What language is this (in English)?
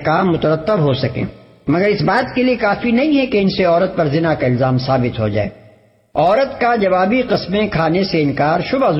Urdu